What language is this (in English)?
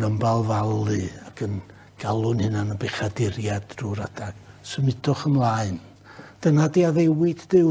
Welsh